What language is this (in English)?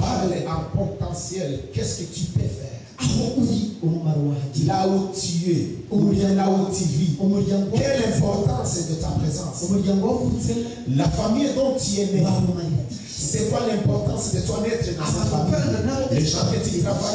Kinyarwanda